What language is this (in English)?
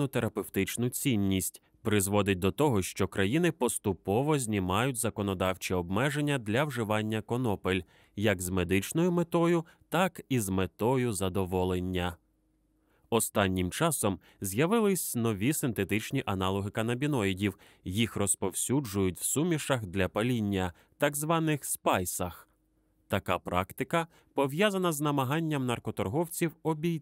Ukrainian